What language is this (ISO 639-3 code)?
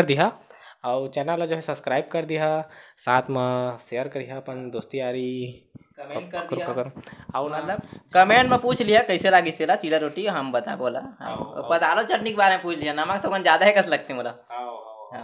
hne